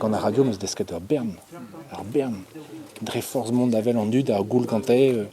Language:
Breton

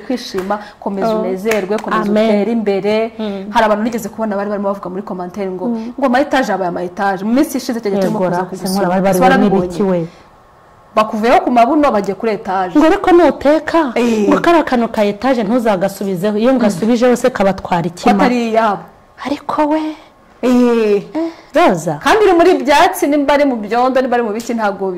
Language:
Kinyarwanda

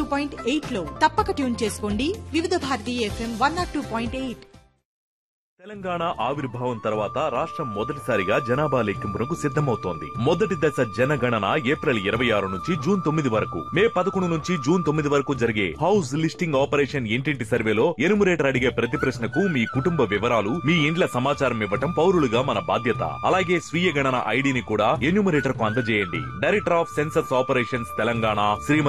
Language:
Telugu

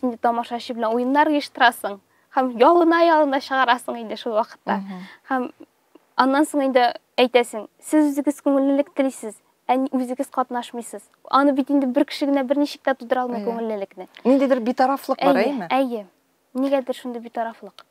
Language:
Tatar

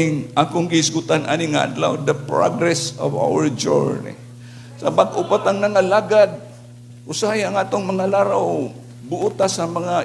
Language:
Cebuano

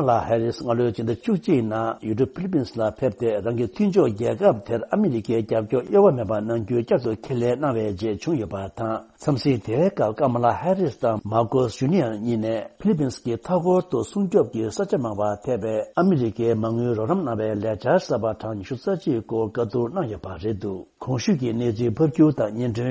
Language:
Tibetan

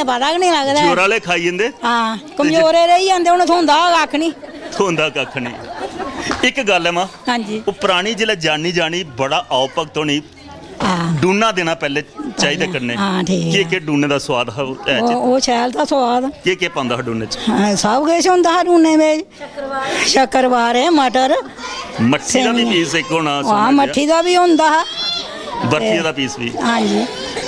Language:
Dogri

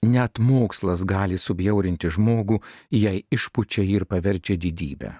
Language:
Lithuanian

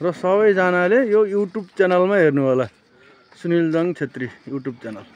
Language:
Nepali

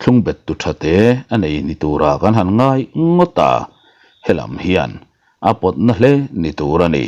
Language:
Mizo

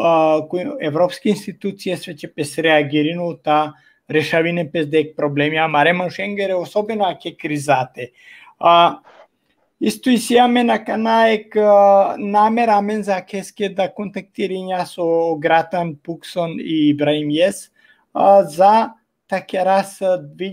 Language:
Balkan Romani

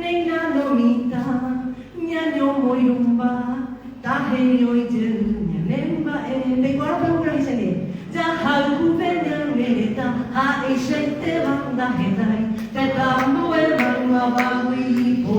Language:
Guarani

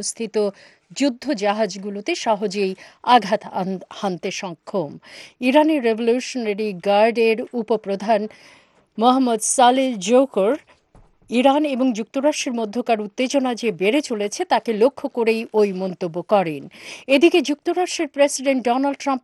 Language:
Bangla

